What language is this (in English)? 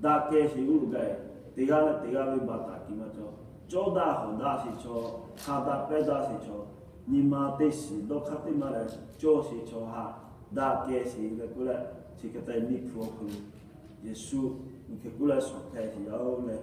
Lahu